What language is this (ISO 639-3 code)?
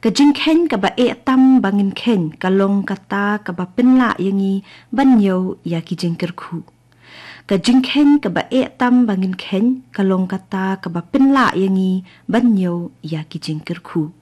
kha